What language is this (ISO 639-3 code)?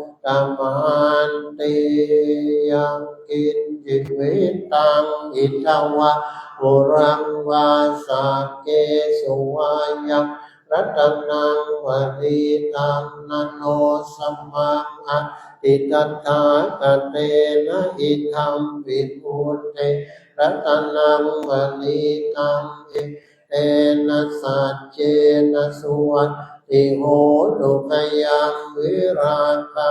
pli